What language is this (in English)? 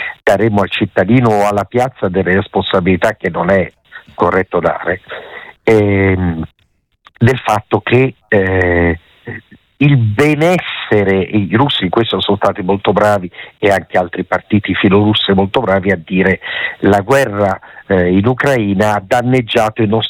Italian